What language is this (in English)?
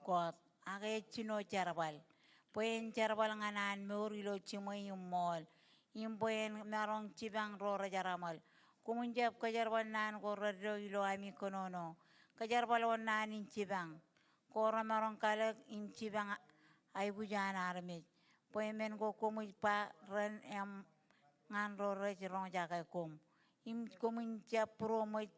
Marshallese